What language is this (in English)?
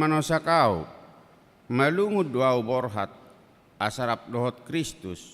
Batak Toba